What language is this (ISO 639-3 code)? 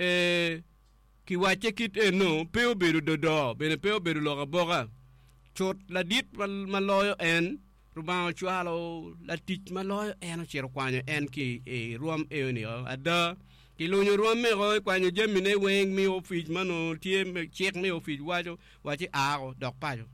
ach